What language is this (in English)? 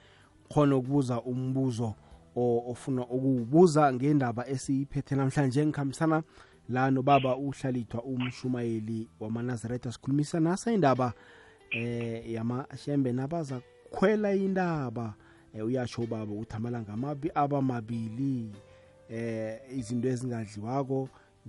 South Ndebele